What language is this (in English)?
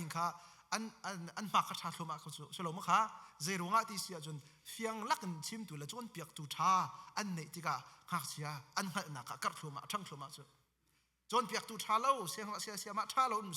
Hakha Chin